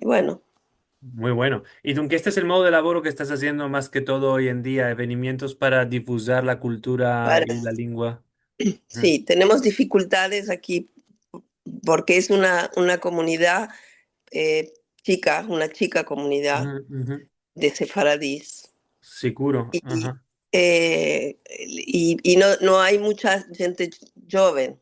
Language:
Ladino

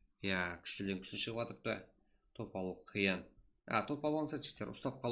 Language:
Kara-Kalpak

